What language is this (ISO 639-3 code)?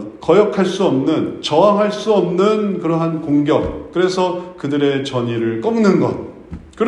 kor